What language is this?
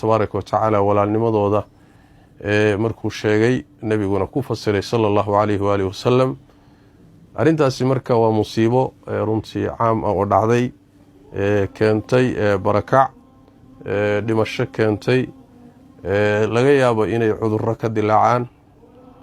Somali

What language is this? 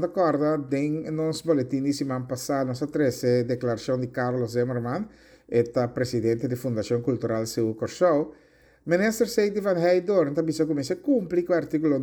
Papiamento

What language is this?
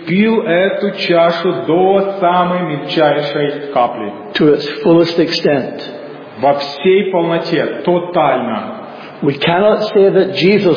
Russian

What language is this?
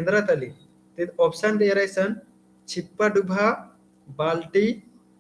Kurukh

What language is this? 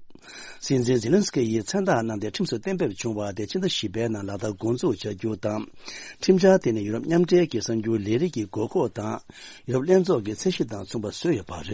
Tibetan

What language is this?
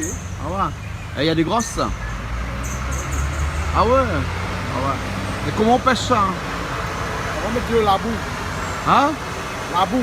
Réunion Creole French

